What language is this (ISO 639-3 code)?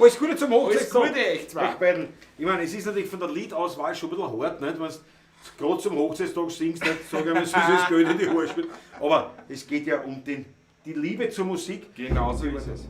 bar